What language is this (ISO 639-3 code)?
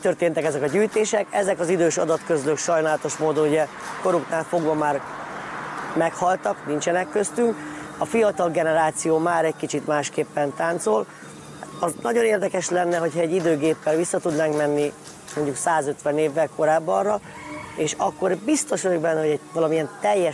hun